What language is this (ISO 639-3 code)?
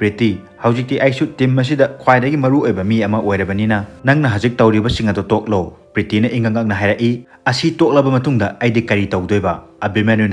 mni